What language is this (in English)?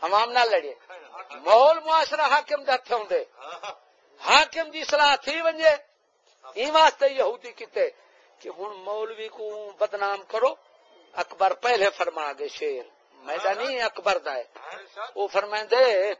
Saraiki